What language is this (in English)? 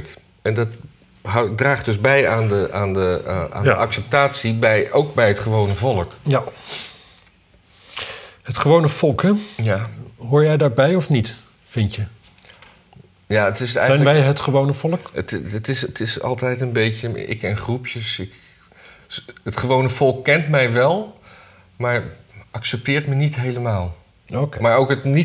Dutch